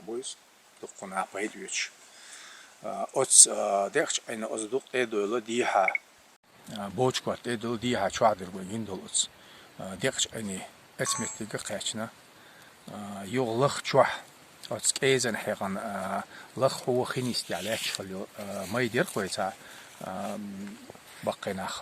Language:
Chechen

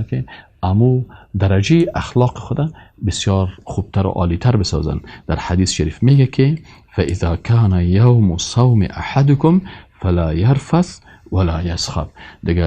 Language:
Persian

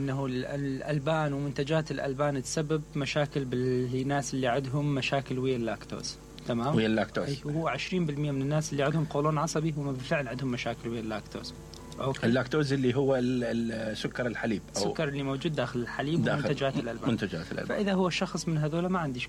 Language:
Mesopotamian Arabic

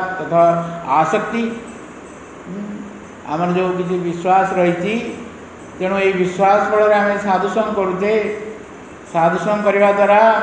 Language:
Odia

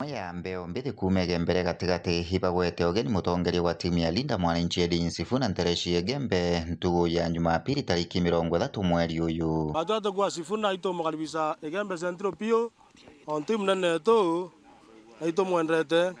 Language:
Meru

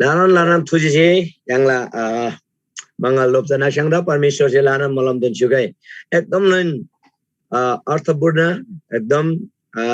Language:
Eastern Tamang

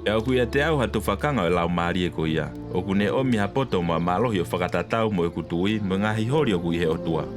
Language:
Tongan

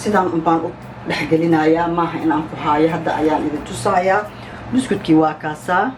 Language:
Somali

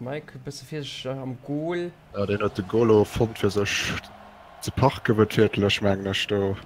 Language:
Luxembourgish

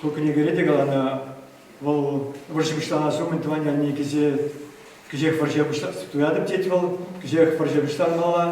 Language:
Chuvash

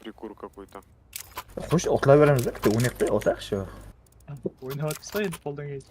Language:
Kara-Kalpak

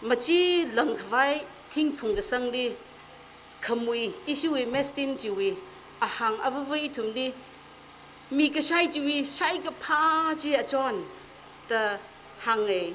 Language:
Tangkhul Naga (India)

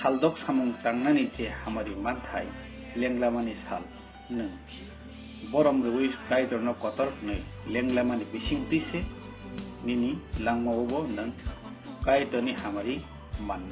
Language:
Kok Borok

